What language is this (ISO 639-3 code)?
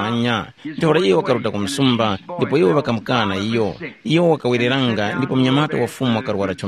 tum